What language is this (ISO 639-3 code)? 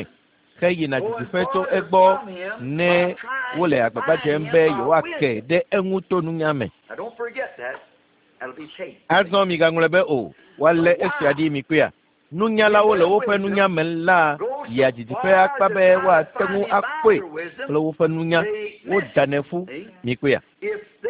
ewe